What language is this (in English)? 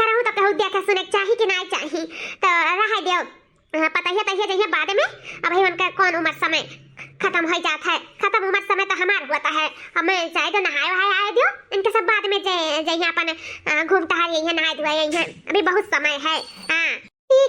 Awadhi